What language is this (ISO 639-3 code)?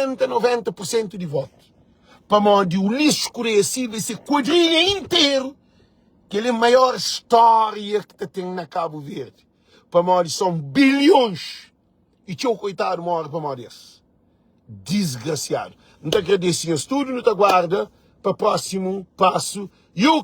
kea